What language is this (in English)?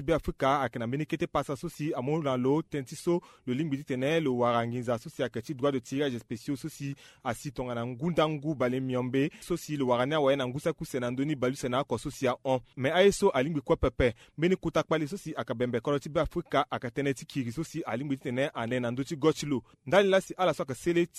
Sango